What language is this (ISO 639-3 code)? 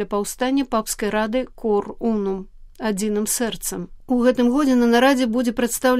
bel